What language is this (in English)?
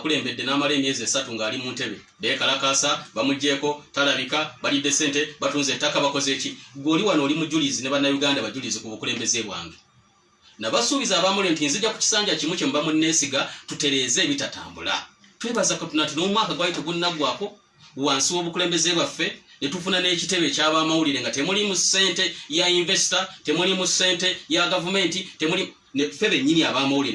Ganda